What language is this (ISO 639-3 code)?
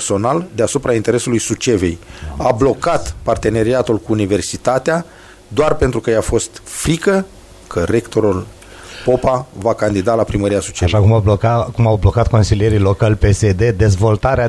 ron